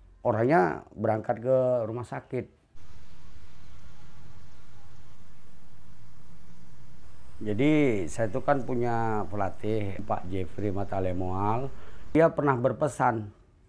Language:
Indonesian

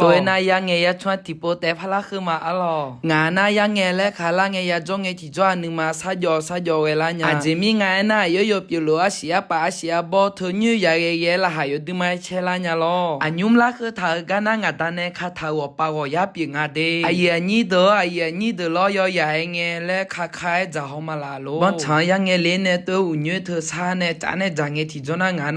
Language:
Akha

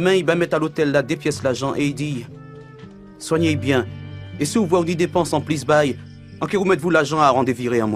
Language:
Guadeloupean Creole French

